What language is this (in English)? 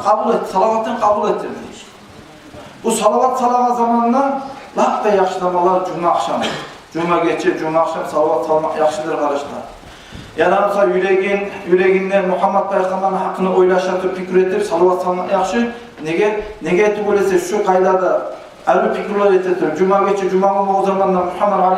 Kumyk